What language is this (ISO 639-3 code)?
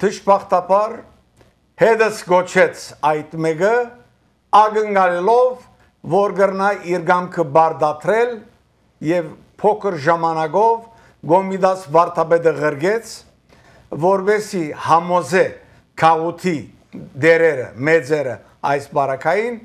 hye